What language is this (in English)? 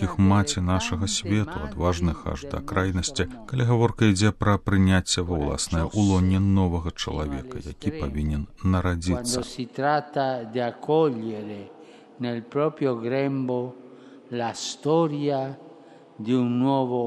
Belarusian